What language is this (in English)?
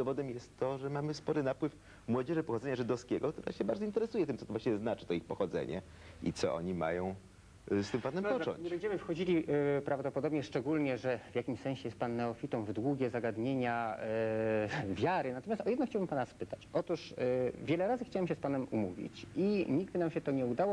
Polish